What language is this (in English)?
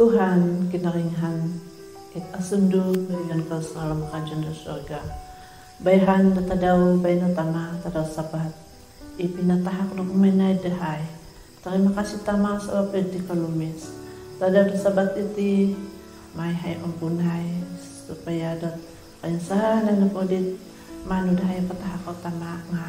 Central Dusun